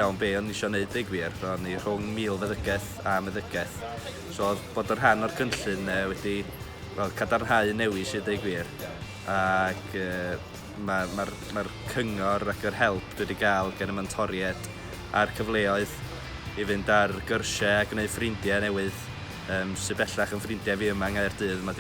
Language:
Welsh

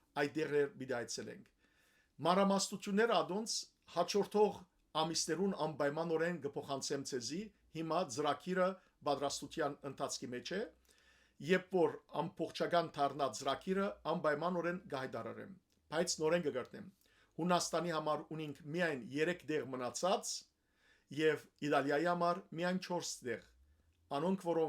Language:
Western Armenian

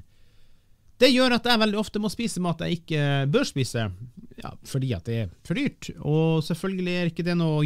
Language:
Norwegian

